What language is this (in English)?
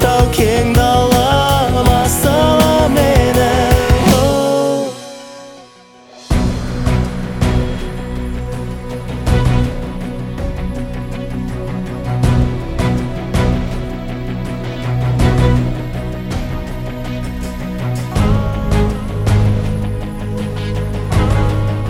Kazakh